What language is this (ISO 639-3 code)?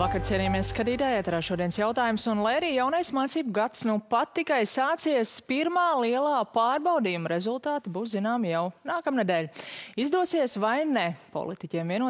lav